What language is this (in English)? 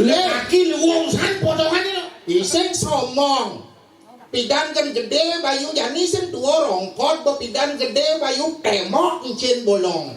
Balinese